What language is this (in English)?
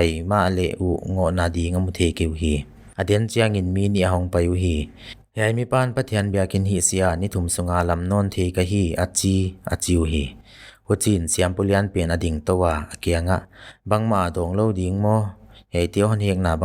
Paite Chin